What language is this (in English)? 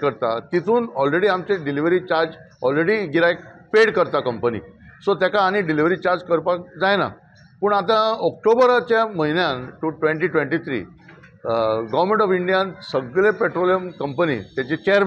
Konkani